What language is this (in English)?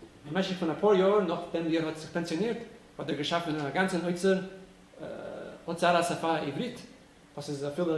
Yiddish